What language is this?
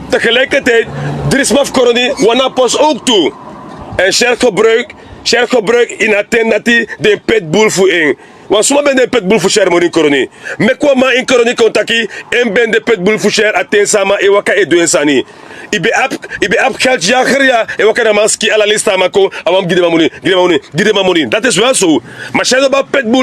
Sranan Tongo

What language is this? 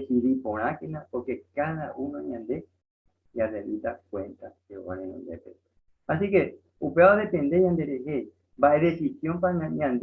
Guarani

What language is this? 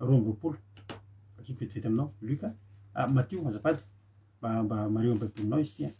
Malagasy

